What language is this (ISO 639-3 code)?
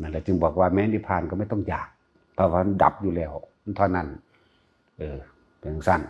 tts